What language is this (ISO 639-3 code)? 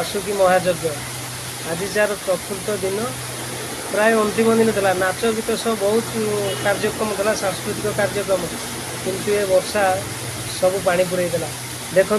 ori